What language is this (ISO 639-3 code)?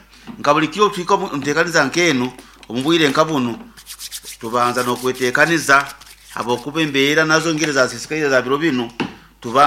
nyn